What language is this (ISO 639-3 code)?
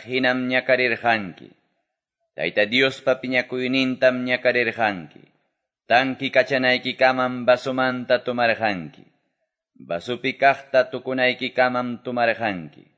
que